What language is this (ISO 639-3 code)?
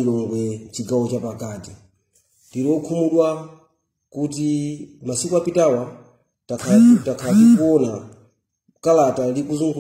nya